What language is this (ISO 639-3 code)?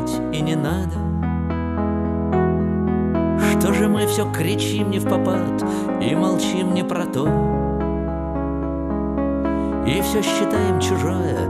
rus